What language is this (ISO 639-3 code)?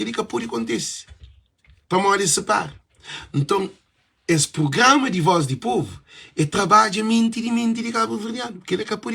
kea